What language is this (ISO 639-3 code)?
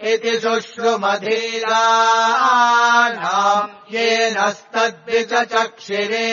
san